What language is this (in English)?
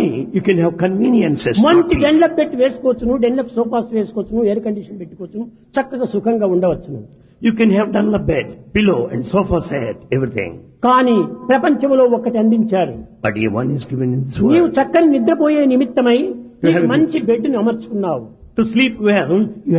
Telugu